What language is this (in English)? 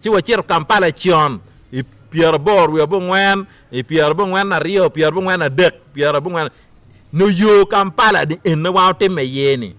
Acoli